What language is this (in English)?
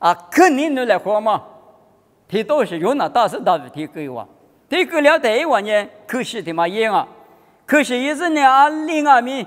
Lisu